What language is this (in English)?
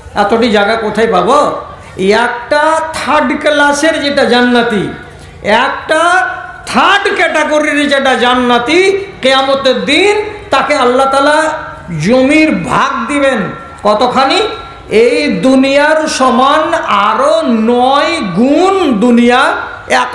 Bangla